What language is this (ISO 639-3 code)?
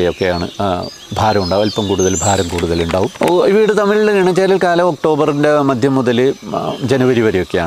mal